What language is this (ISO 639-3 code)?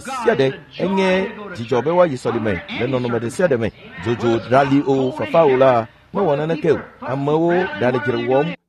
ewe